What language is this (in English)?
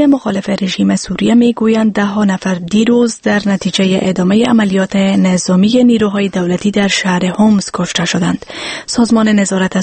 Persian